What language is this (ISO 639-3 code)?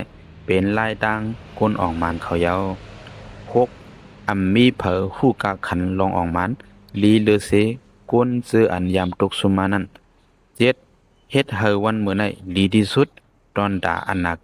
shn